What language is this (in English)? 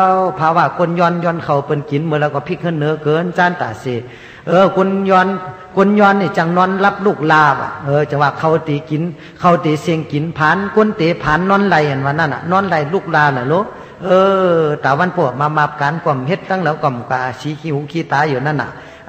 Shan